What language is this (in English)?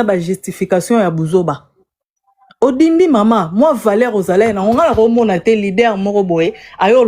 Lingala